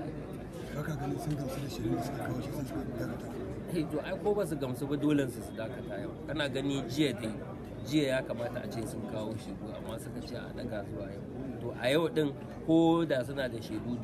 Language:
Hausa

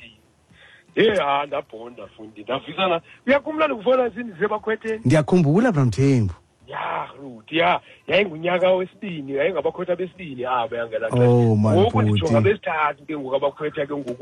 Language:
Xhosa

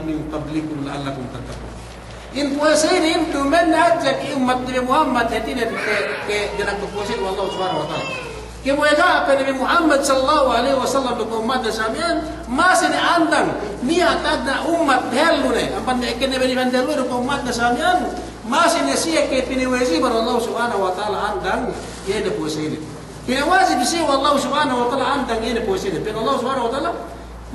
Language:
Yakan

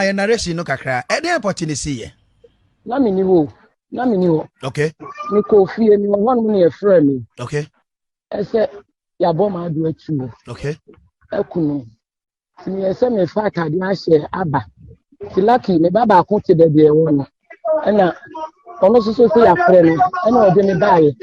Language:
Akan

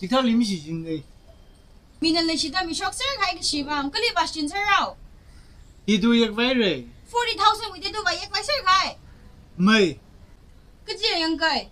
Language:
Tangkhul Naga (India)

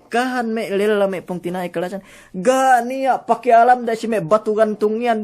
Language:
Yakan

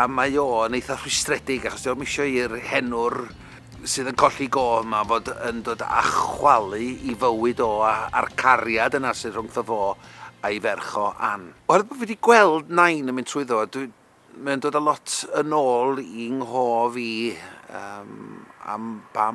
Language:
Welsh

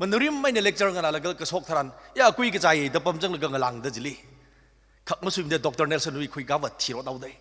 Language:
Tangkhul Naga (India)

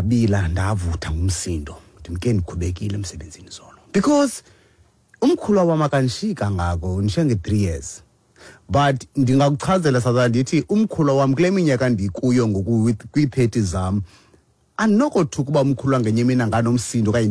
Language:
Xhosa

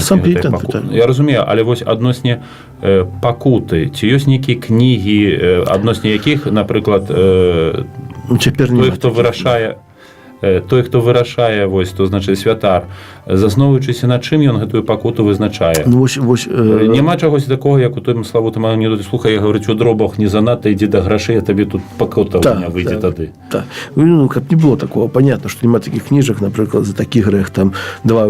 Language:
Belarusian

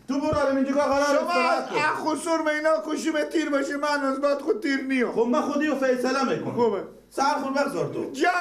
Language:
Persian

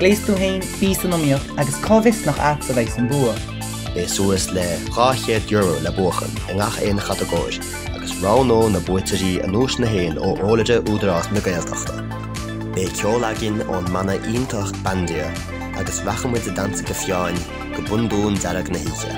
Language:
Irish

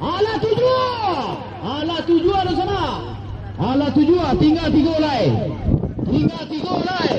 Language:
Minangkabau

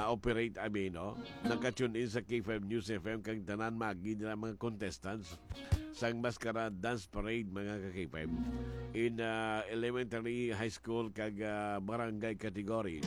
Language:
Hiligaynon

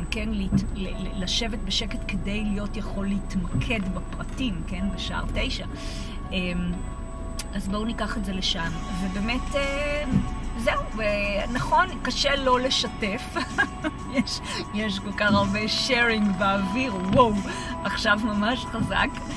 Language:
Hebrew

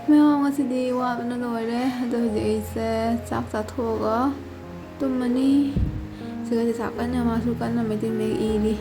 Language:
Manipuri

